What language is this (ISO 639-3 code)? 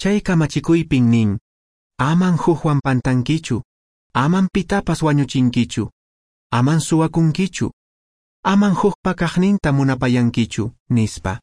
que